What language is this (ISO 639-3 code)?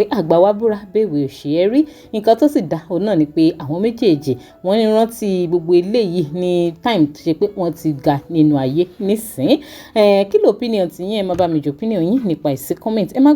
yor